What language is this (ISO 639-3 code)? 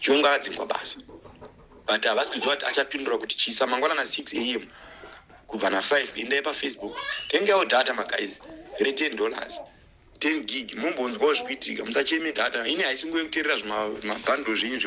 sna